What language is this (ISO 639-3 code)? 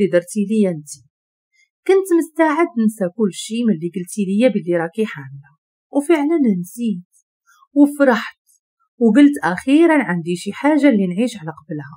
ary